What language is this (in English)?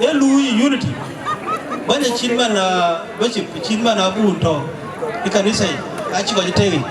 Dinka